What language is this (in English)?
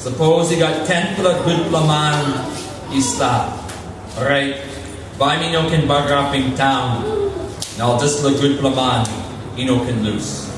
Tok Pisin